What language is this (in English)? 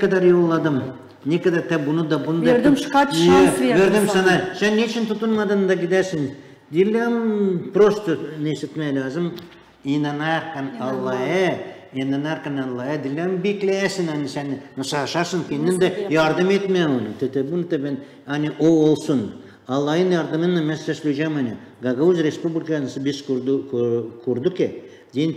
Gagauz